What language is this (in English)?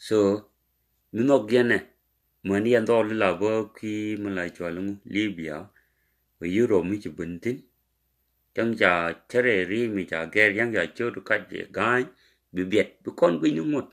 Nuer